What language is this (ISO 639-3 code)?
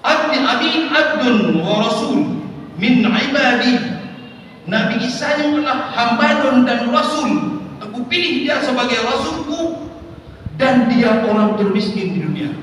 ace